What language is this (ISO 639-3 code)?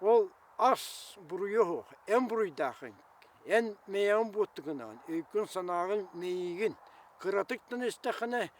sah